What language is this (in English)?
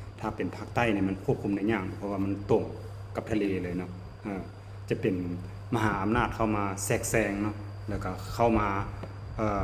Lao